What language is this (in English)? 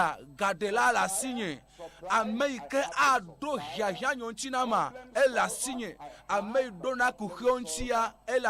Ewe